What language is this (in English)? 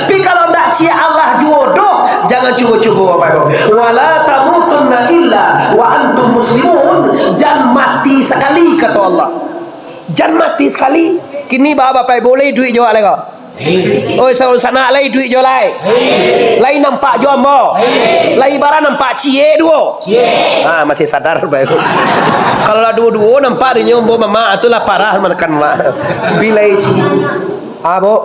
Minangkabau